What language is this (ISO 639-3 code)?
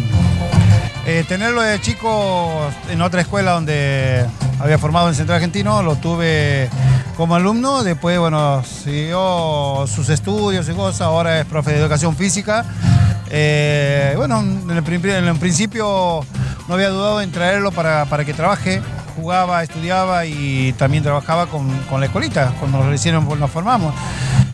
spa